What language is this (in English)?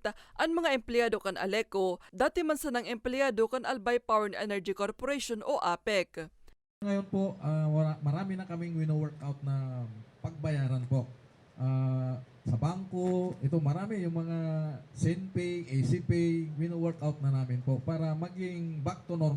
Bikol